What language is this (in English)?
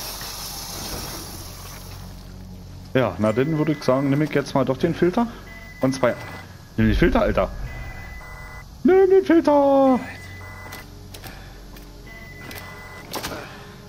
German